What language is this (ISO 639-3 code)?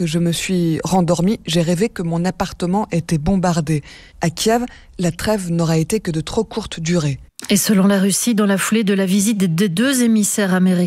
fra